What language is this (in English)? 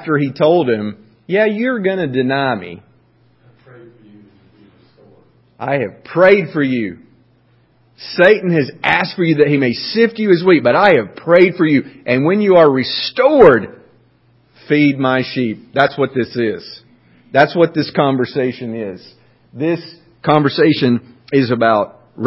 English